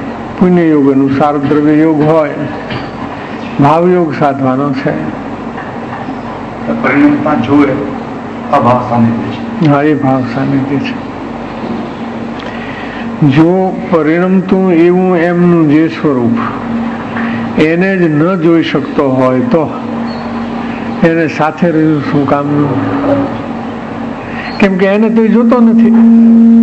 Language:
Gujarati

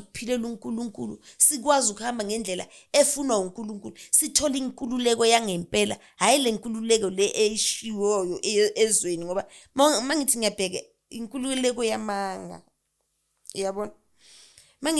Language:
Zulu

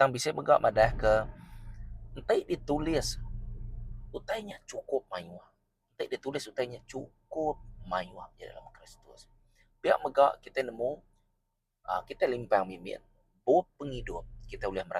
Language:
Iban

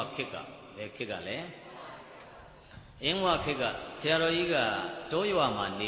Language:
Burmese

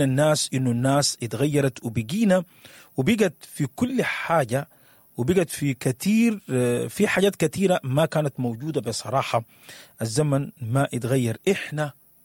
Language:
Sudanese Arabic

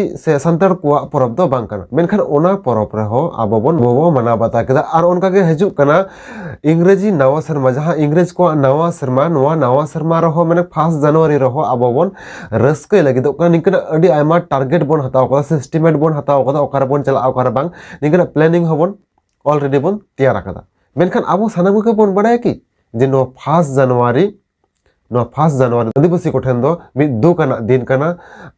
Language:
Santali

